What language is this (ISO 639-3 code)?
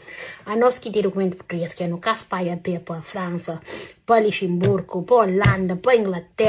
kea